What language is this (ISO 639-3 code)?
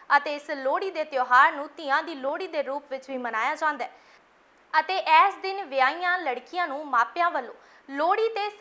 pan